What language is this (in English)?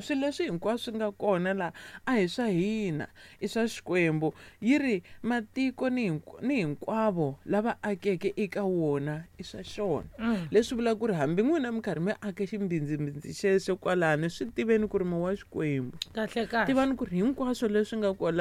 Tsonga